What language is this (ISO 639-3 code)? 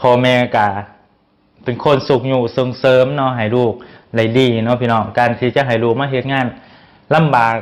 lao